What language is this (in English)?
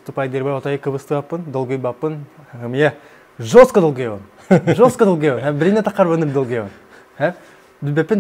Yakut